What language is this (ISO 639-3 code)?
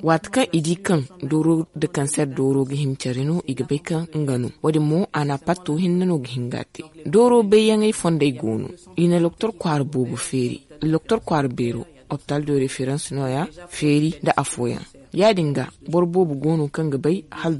dje